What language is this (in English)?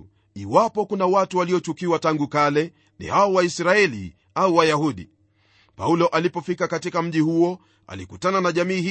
Swahili